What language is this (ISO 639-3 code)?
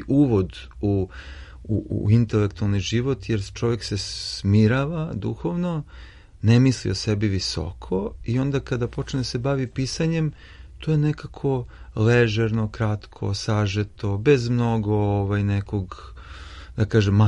srp